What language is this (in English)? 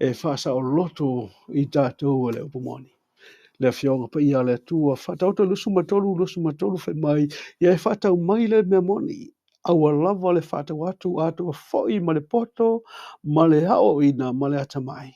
Samoan